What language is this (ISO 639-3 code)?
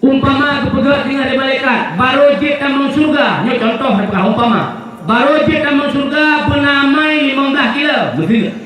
ace